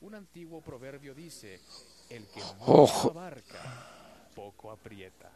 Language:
Quechua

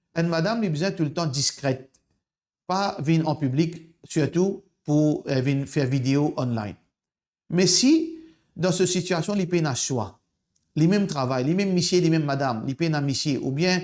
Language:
Morisyen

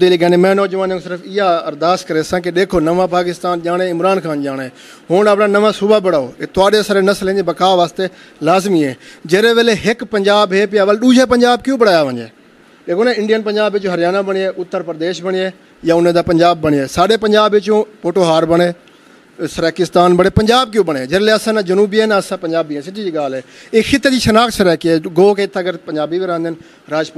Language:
Saraiki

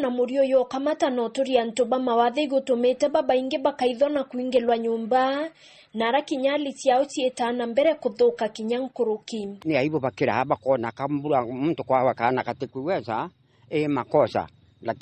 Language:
Meru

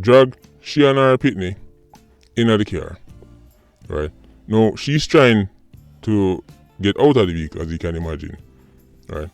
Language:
Jamaican Creole English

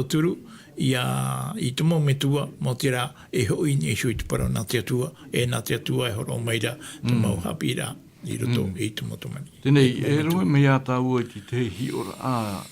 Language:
Tahitian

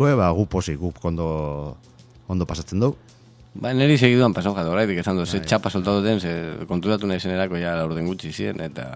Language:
Basque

